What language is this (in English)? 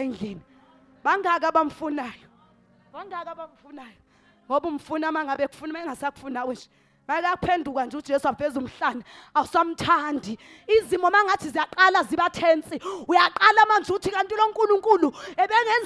Zulu